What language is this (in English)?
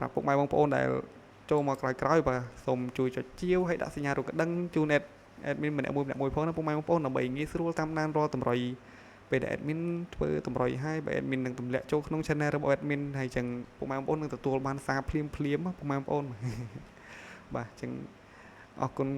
Khmer